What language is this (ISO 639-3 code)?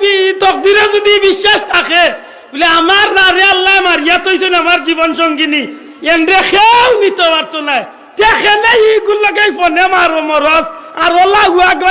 syl